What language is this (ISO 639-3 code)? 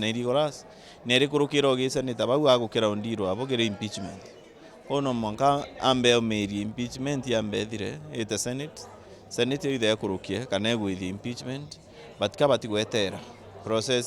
mer